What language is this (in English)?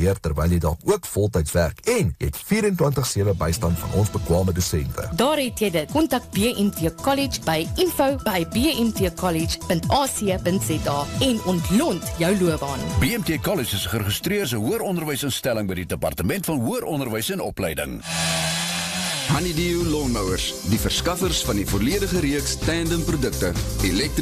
Afrikaans